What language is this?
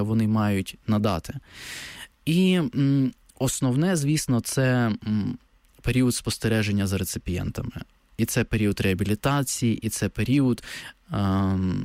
Ukrainian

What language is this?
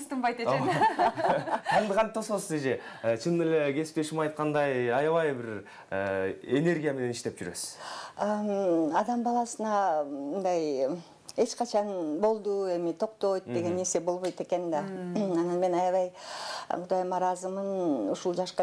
Kyrgyz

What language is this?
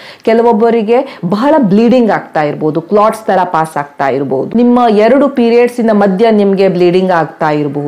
Kannada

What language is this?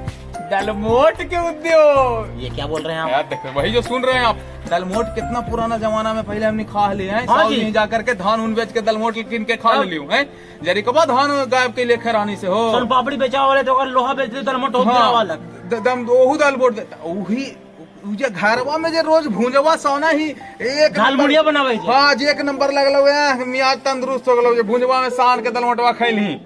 Magahi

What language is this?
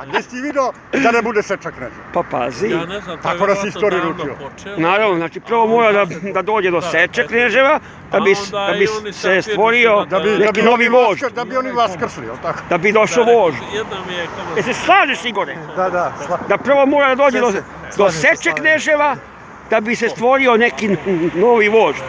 Serbian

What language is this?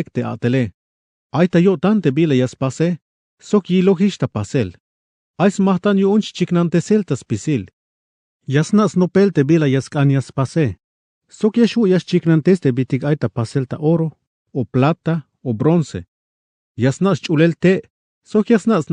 Tzeltal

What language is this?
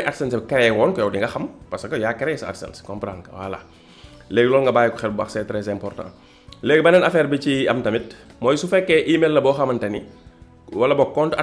Wolof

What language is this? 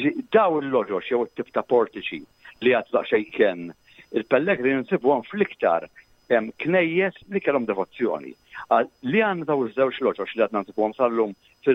Maltese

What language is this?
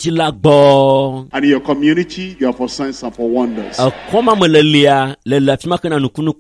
Ewe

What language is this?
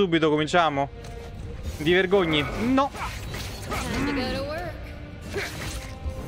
Italian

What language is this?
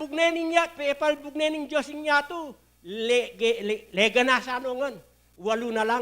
Pampanga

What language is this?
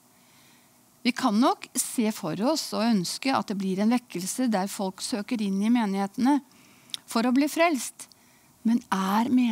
Norwegian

